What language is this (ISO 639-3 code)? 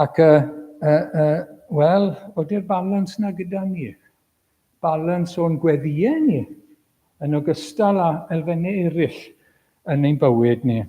cym